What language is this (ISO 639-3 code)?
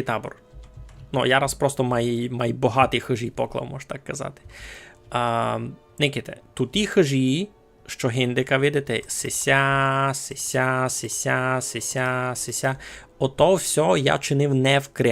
rue